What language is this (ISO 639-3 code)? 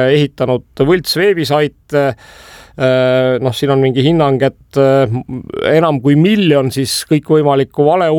est